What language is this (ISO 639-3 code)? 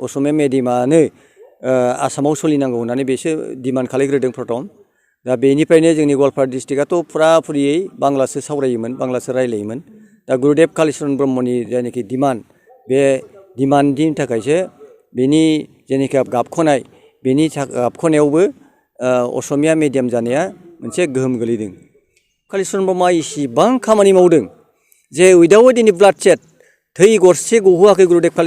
brx